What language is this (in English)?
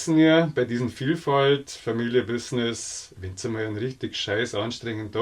Bavarian